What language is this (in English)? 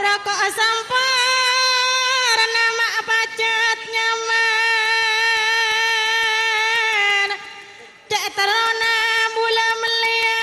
Madurese